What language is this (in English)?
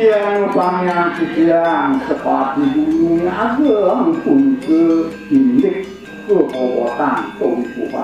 Balinese